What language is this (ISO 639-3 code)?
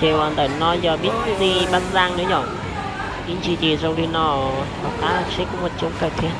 hmn